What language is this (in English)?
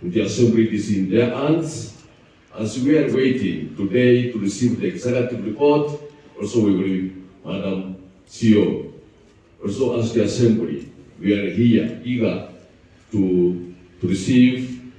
Gusii